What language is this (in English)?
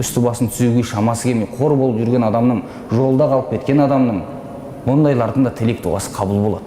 Kazakh